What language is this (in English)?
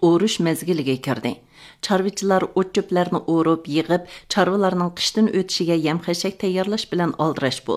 Uyghur